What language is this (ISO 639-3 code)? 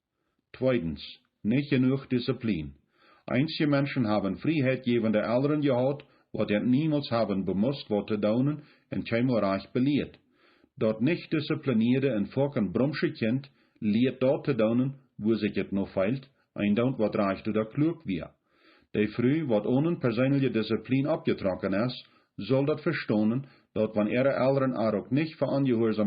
pdt